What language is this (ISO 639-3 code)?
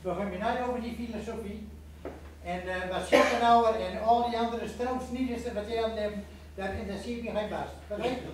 gos